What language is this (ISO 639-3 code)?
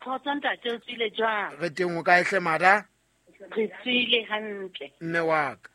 sot